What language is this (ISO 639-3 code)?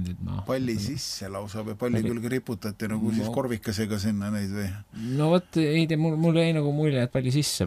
est